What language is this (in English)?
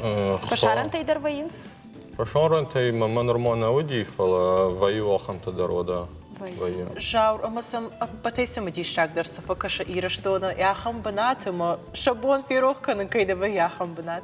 Ossetic